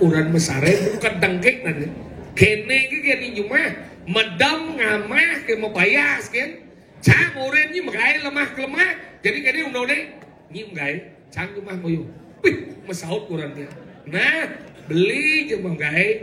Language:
Balinese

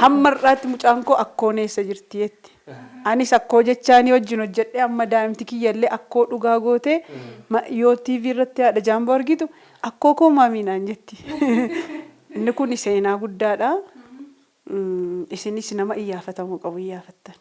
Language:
Oromo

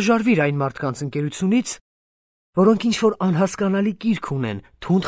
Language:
Armenian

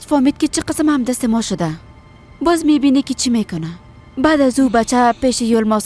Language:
Persian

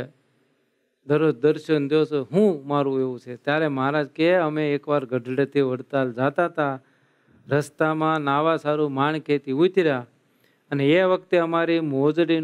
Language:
Gujarati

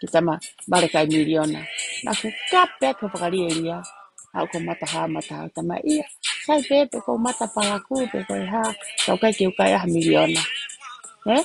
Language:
Tongan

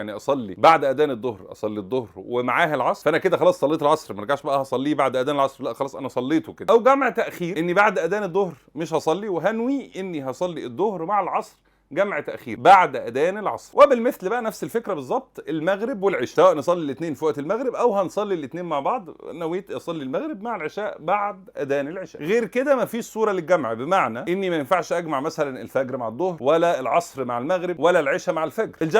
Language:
Egyptian Arabic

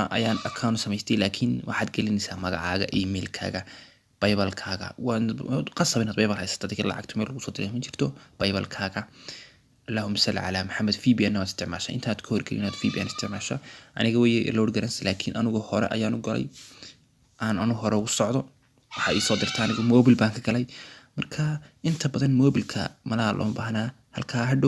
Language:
Somali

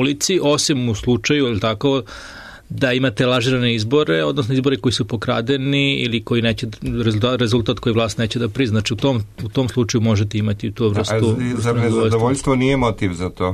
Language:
Serbian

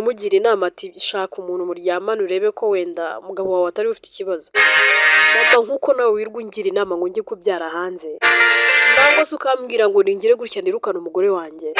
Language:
Kinyarwanda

